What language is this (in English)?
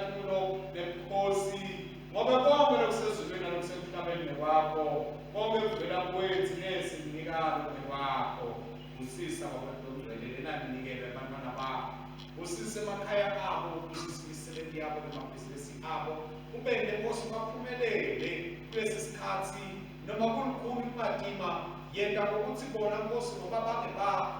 Swati